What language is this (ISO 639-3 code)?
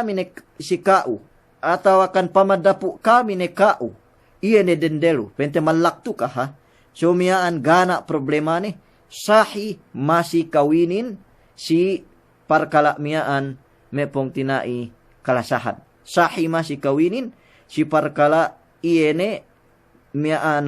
yka